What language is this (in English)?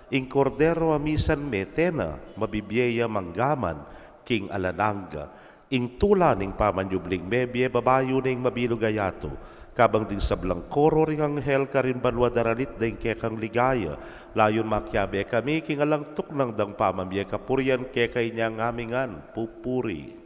Pampanga